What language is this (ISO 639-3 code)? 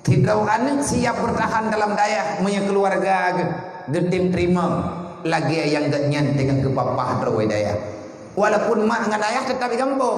ace